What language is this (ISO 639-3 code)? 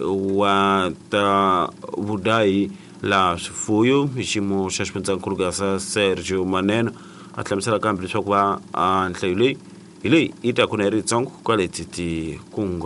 tso